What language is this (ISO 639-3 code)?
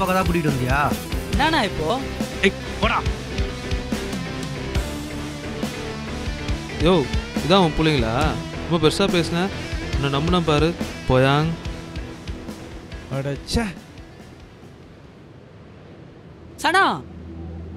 tam